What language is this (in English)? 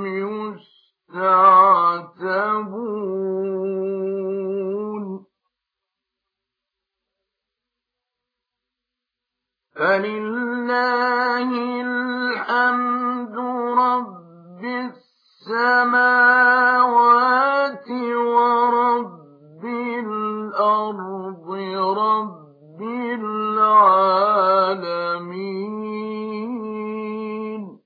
Arabic